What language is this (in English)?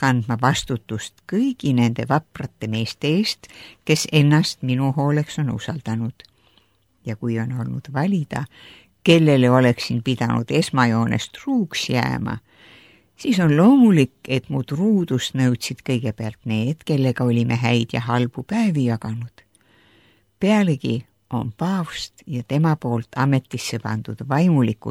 Estonian